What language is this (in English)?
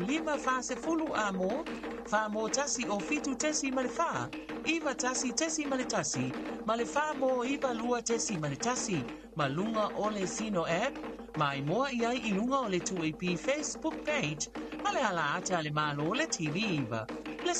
Samoan